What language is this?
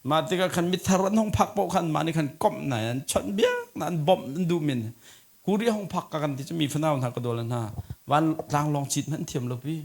Hakha Chin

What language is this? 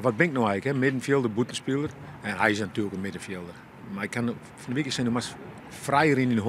Western Frisian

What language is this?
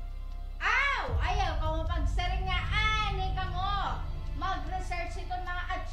Waray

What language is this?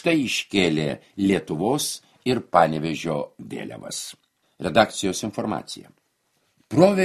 Lithuanian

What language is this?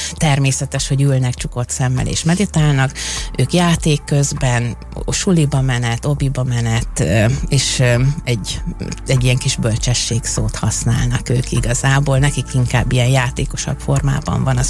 Hungarian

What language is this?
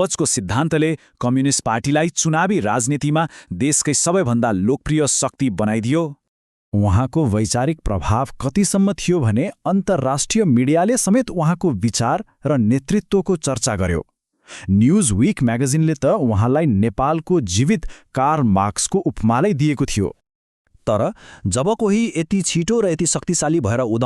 Nepali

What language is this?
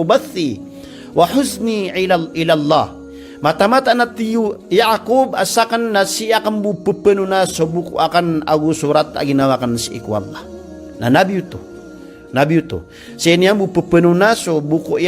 Maranao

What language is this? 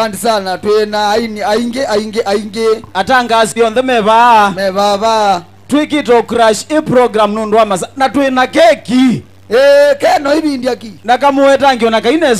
Kamba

